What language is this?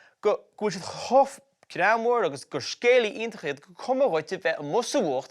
Irish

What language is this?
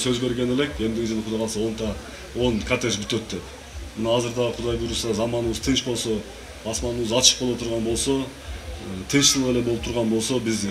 Kyrgyz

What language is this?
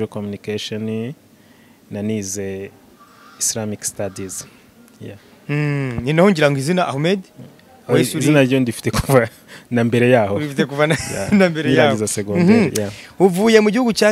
Kinyarwanda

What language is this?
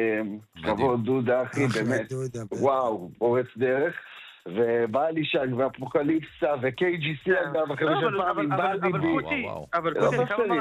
Hebrew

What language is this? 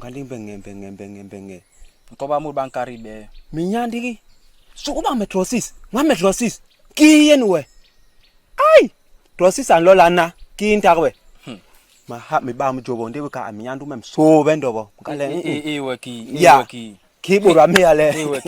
Basaa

